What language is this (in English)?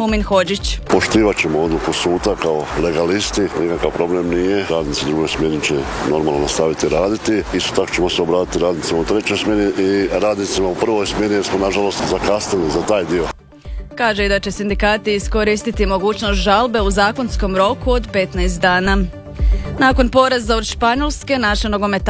Croatian